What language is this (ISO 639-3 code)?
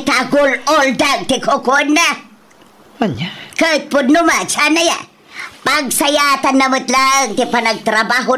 ilo